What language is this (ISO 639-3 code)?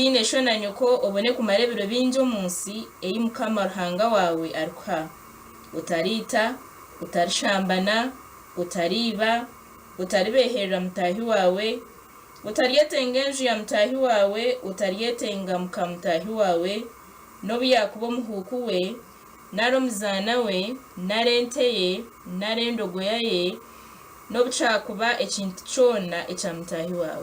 nyn